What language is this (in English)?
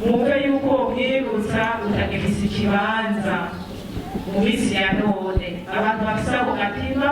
Rundi